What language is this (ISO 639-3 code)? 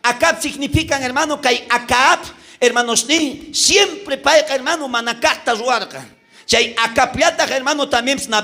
quh